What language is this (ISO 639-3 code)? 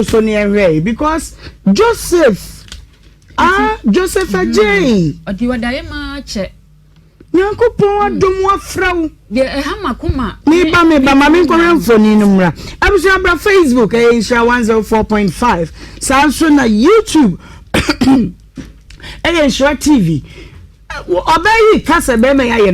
aka